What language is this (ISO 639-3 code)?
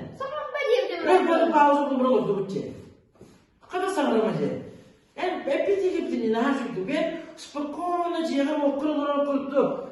sah